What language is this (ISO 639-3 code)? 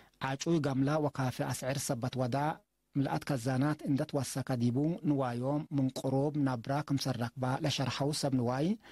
tig